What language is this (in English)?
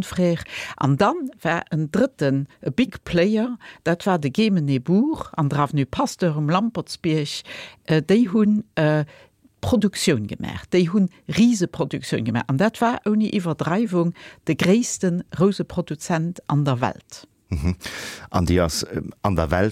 Luxembourgish